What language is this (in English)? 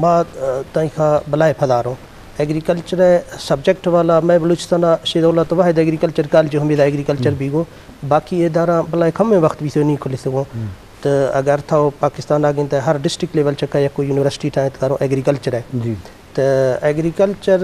Eastern Balochi